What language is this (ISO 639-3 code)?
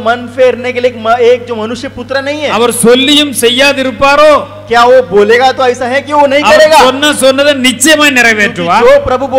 tam